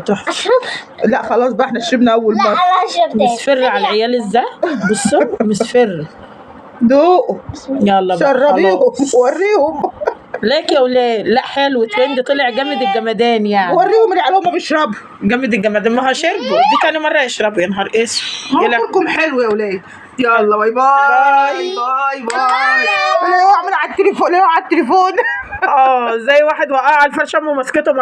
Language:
Egyptian Arabic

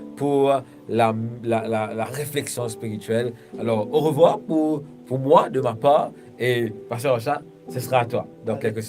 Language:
Morisyen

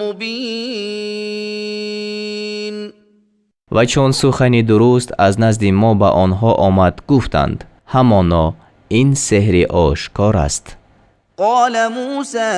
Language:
Tajik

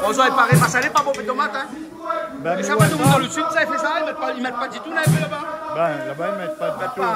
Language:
Réunion Creole French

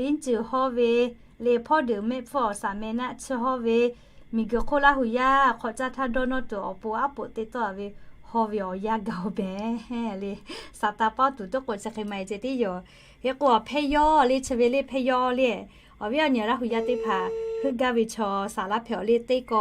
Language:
Lahu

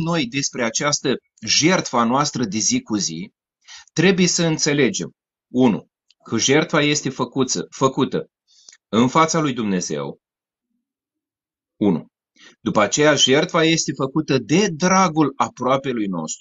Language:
Romanian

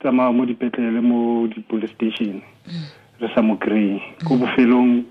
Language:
Tswana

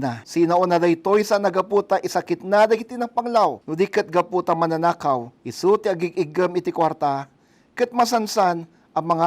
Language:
Iloko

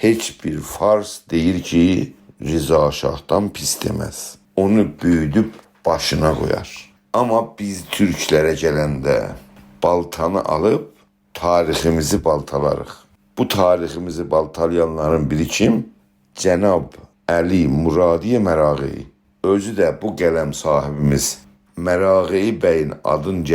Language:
South Azerbaijani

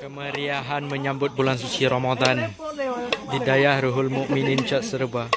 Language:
Achinese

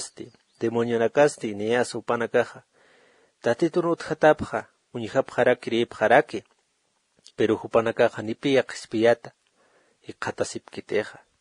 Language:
Aymara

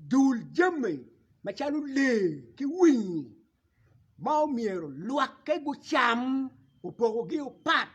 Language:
Acoli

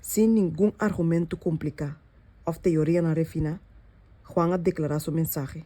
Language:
Papiamento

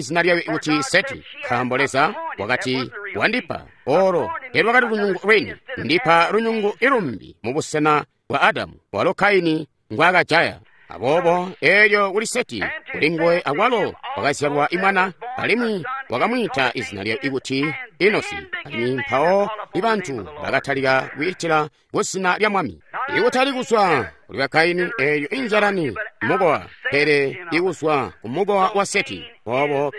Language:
Tonga (Zambia)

